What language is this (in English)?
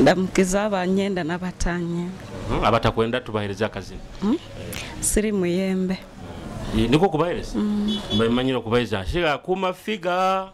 Nyoro